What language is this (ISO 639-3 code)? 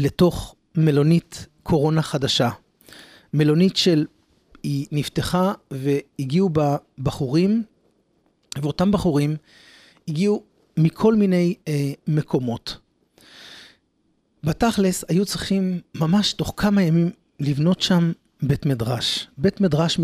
heb